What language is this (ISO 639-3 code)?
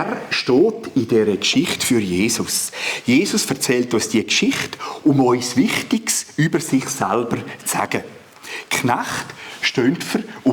gsw